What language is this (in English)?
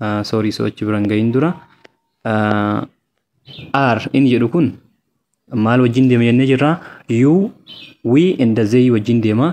Oromo